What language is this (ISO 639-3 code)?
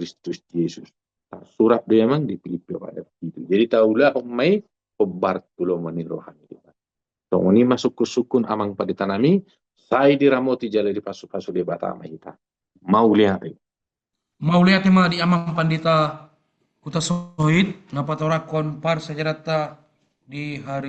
bbc